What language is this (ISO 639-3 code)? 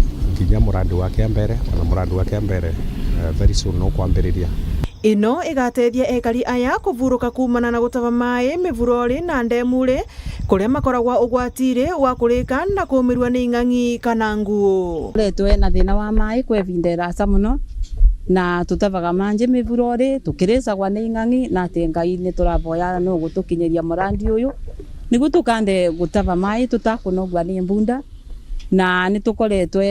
mer